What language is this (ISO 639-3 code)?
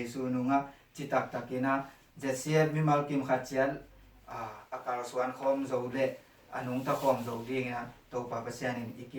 ctd